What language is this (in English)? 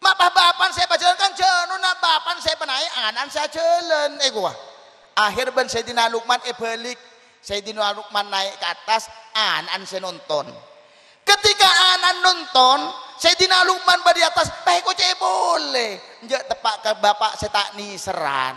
Madurese